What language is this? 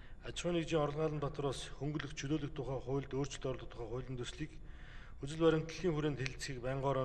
Mongolian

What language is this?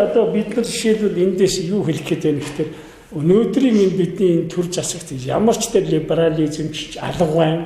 Mongolian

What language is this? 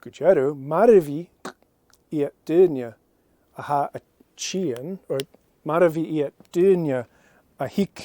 Scottish Gaelic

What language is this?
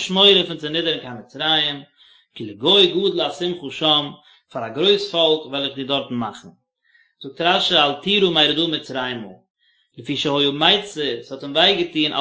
Yiddish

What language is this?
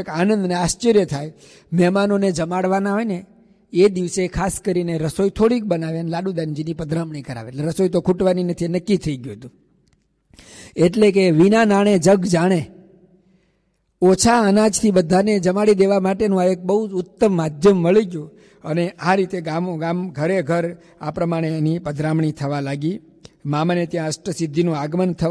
Gujarati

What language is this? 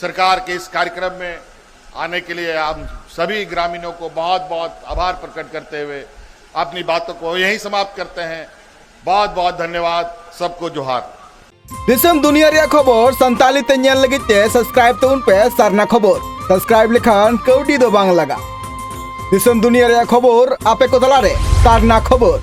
Santali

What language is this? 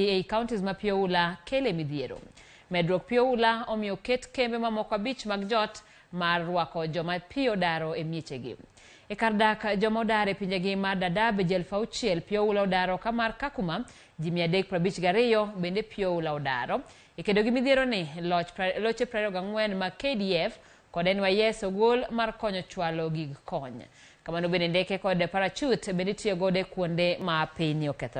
Luo (Kenya and Tanzania)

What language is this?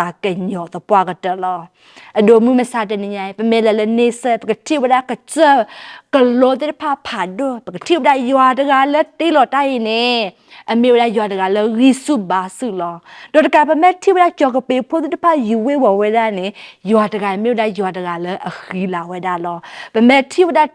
S'gaw Karen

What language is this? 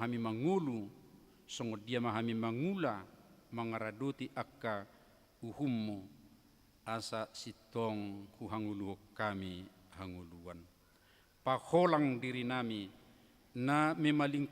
Batak Toba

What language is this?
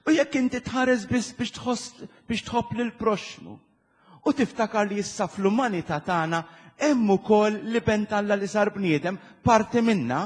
Maltese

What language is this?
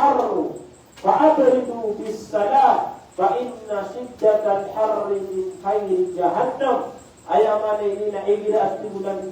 Maranao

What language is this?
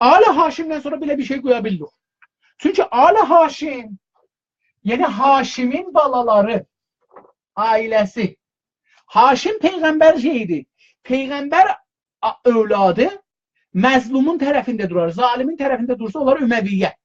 South Azerbaijani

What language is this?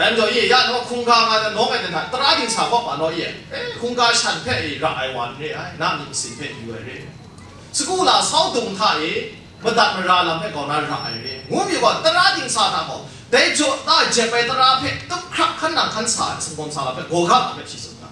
Kachin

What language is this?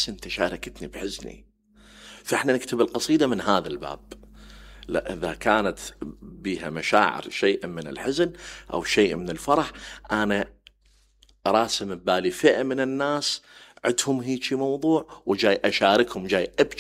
Mesopotamian Arabic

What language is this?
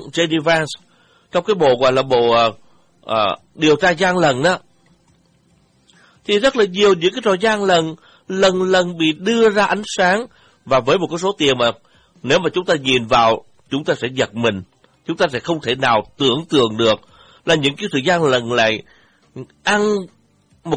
Vietnamese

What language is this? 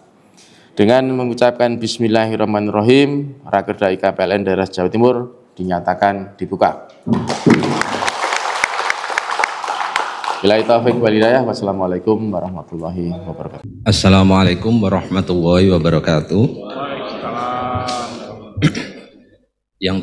Indonesian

